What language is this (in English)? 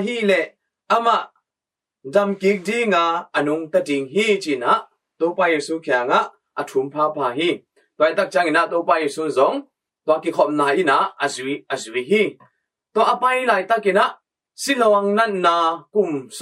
Tedim Chin